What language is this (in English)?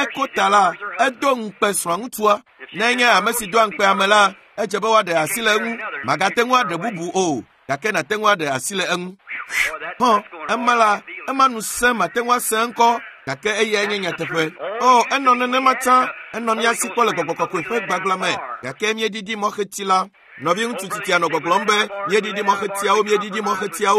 Ewe